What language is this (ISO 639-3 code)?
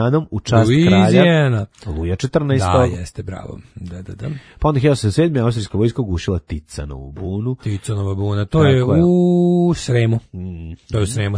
srp